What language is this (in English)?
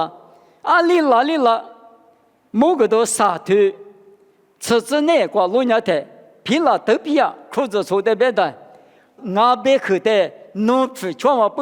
Lisu